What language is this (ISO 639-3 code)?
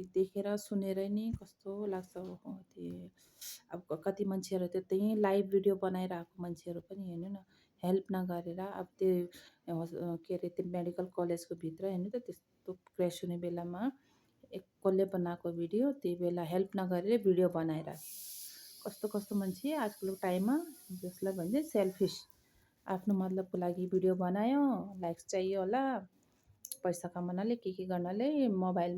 nep